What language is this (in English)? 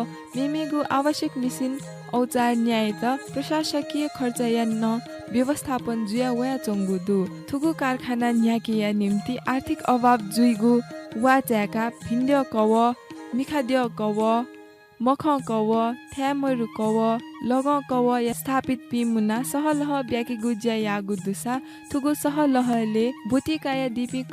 Newari